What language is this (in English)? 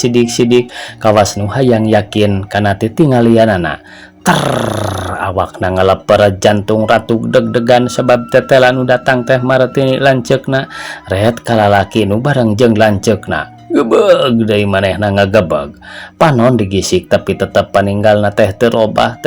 Sundanese